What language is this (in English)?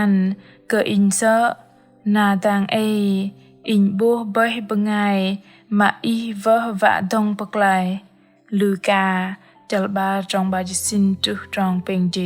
Bahnar